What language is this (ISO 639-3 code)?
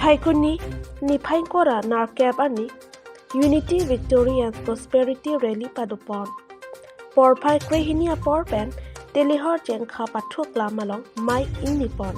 mjw